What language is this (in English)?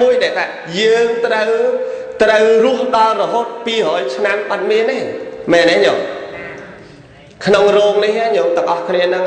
Khmer